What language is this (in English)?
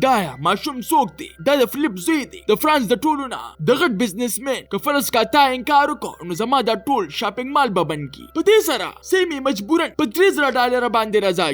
Pashto